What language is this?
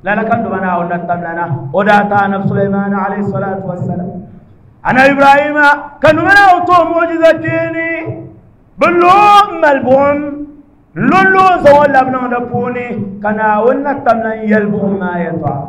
Dagbani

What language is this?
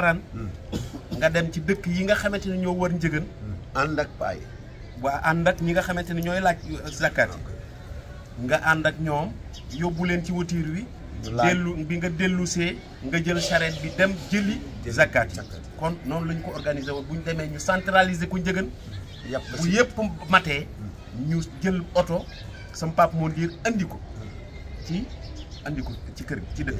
Wolof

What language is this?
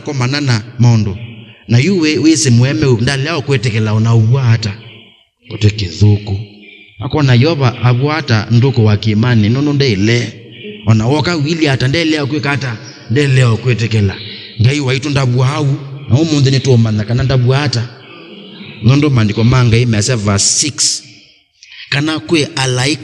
Kamba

